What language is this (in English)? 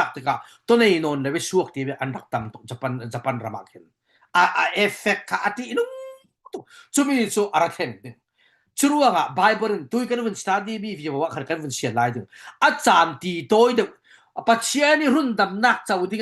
Falam Chin